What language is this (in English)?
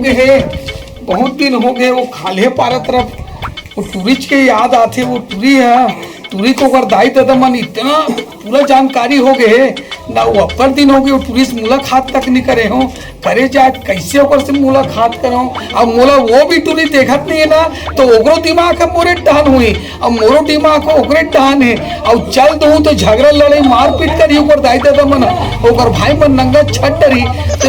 Chhattisgarhi